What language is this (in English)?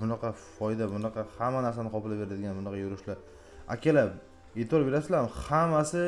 Uzbek